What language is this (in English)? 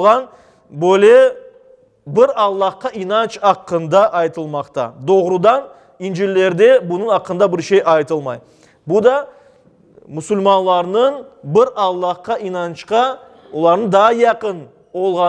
Crimean Tatar